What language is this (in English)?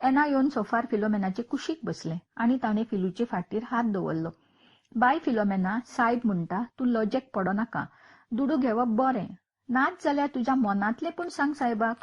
Konkani